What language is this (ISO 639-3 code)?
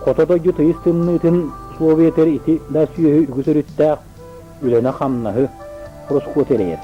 sah